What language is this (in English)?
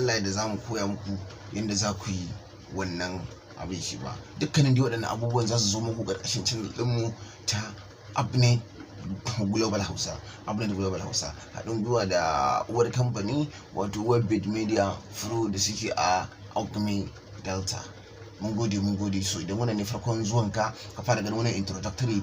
Hausa